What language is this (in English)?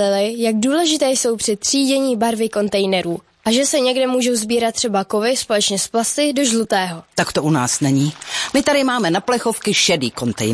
Czech